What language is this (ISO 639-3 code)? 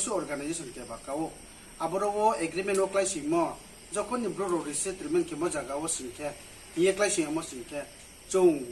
ria